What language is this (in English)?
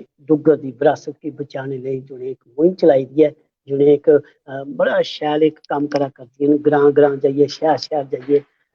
Dogri